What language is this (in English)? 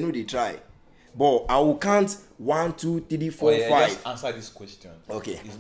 Nigerian Pidgin